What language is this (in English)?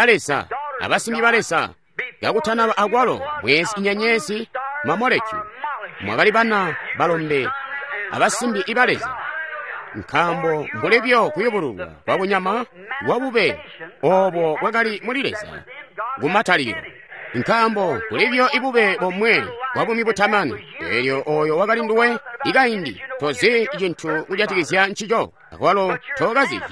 Tonga (Zambia)